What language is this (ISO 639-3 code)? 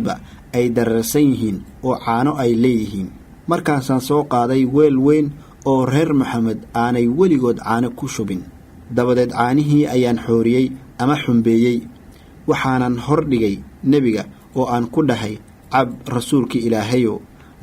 som